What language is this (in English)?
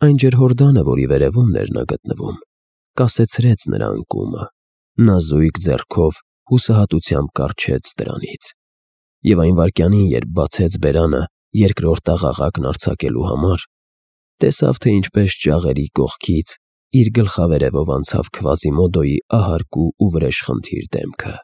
Armenian